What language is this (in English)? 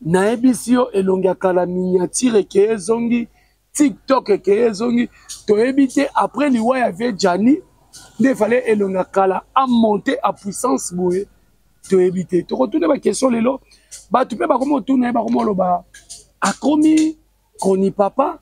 Lingala